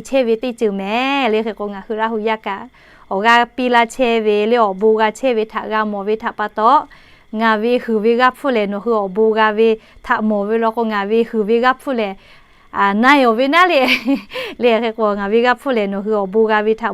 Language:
Lahu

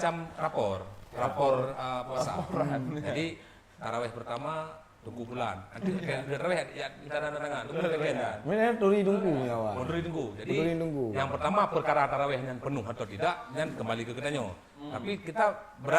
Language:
Achinese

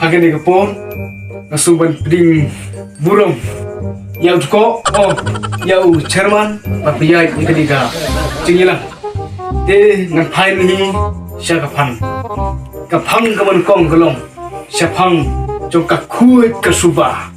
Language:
Khasi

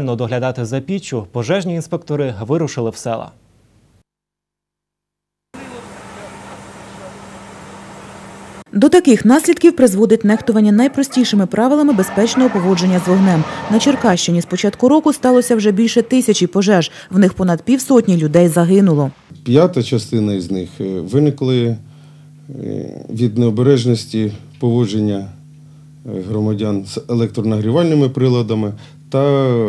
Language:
Ukrainian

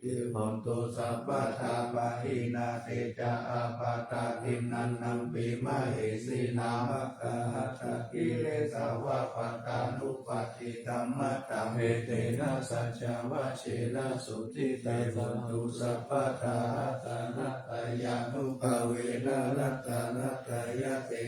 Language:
Pali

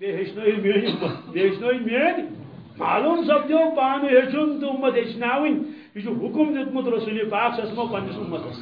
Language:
Kashmiri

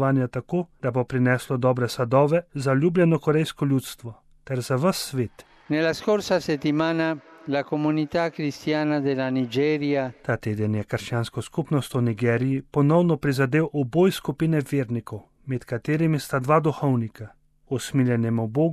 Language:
Slovenian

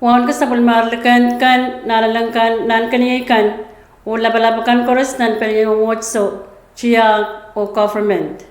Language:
Pohnpeian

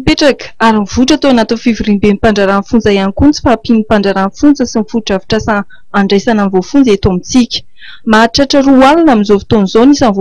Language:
Malagasy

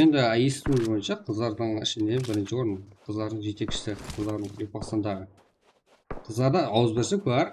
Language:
Kara-Kalpak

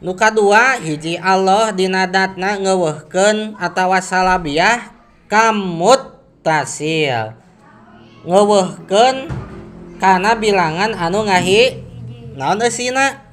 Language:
Sundanese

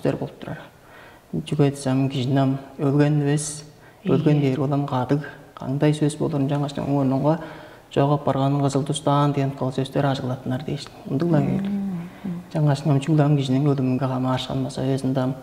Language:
Tuvinian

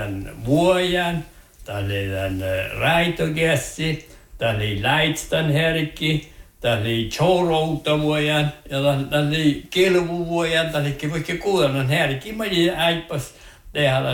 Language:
Northern Sami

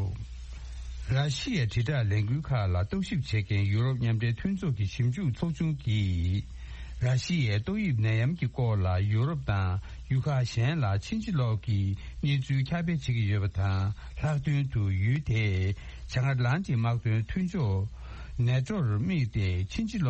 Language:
Tibetan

